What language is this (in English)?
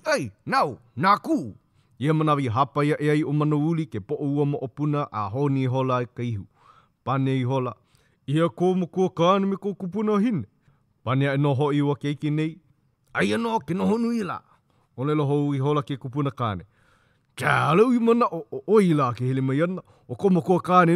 Hawaiian